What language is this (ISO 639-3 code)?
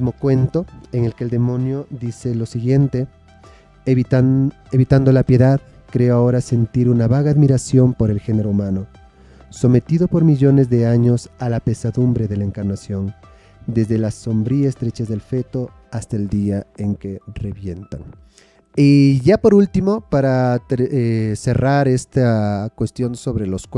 spa